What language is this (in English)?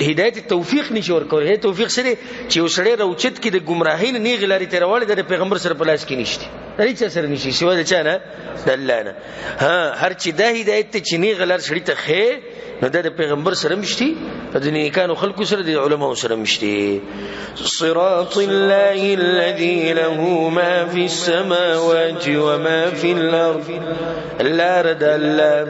Pashto